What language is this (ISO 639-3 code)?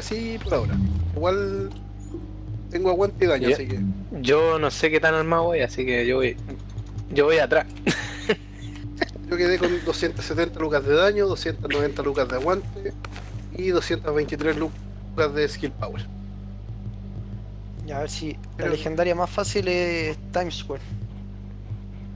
spa